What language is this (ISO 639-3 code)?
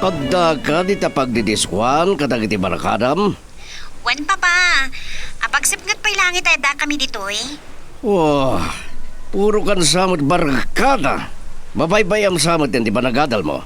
ilo